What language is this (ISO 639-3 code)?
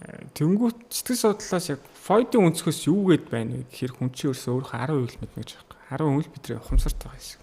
mon